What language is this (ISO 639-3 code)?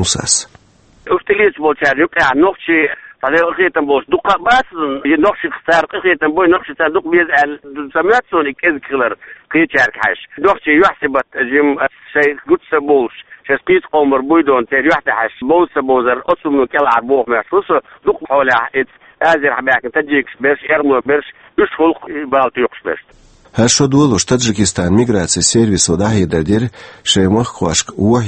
che